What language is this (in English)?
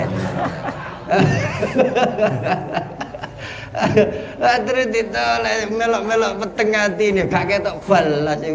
Javanese